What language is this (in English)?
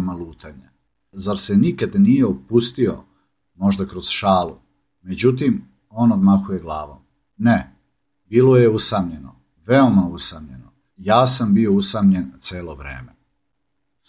Serbian